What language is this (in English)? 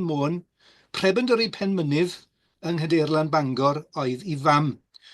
Welsh